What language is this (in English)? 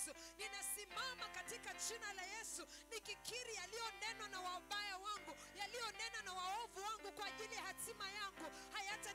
Swahili